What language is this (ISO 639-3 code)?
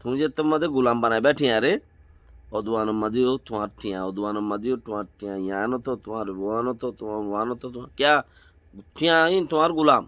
rhg